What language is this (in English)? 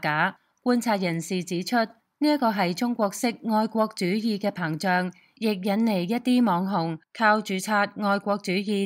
Cantonese